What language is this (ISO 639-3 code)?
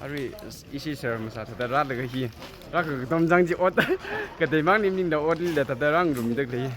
nmf